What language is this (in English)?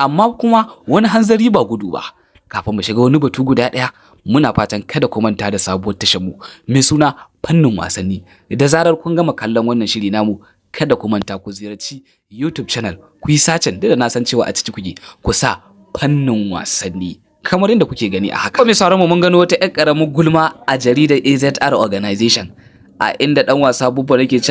Hausa